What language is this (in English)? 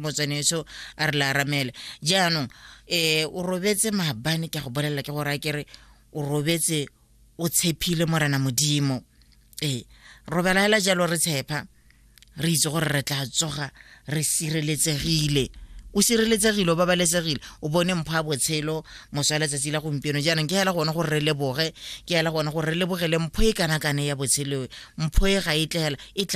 Tswana